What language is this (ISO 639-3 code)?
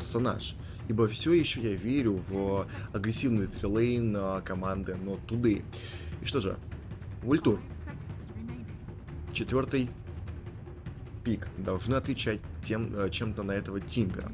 rus